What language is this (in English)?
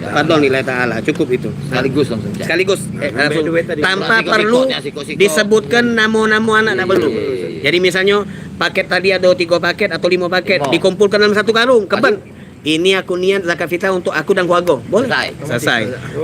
Musi